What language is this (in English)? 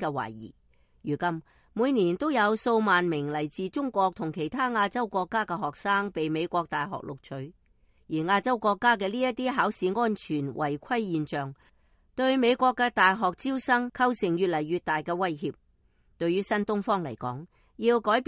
Cantonese